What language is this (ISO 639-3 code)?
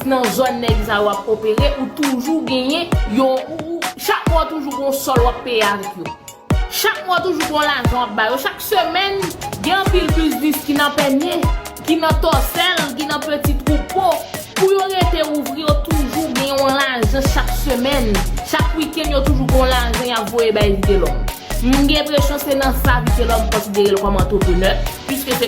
hat